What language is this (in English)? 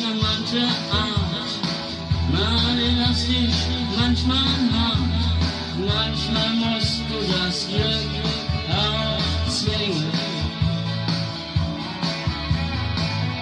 German